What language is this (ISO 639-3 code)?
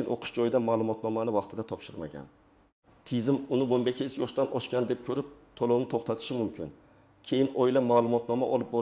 uzb